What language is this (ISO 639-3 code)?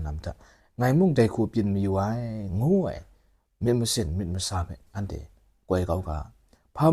kac